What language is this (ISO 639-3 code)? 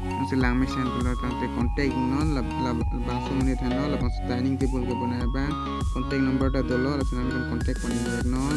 mjw